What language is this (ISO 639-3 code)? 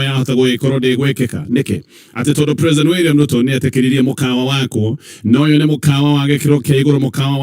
kik